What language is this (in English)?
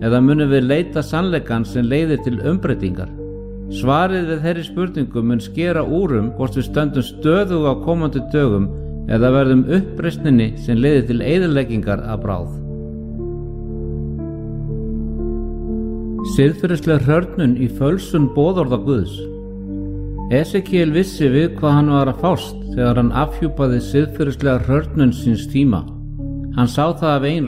Icelandic